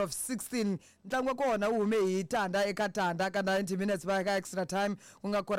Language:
Tsonga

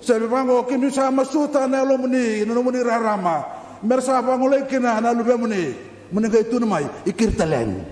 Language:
Fijian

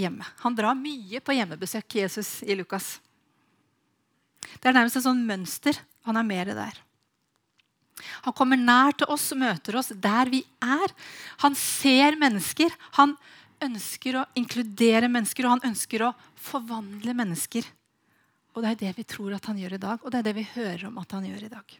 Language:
Norwegian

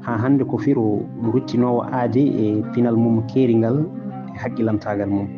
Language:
Fula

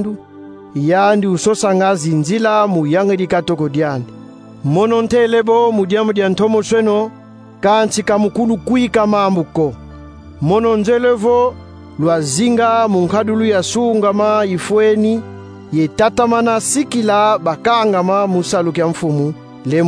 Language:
Kongo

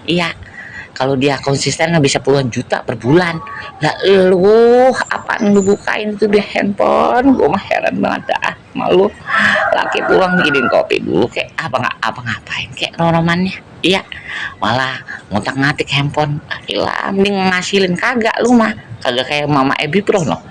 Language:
Betawi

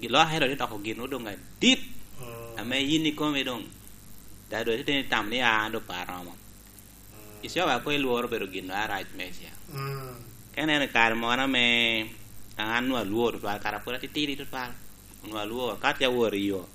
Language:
Lango (Uganda)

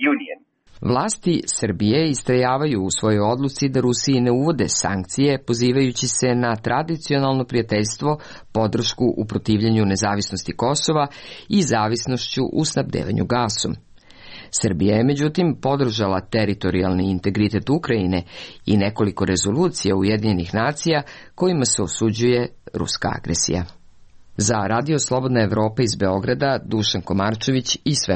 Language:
Serbian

